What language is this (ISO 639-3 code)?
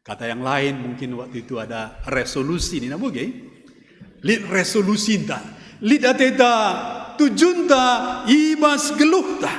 btx